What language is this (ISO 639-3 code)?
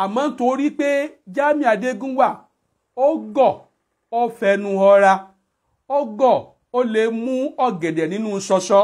yor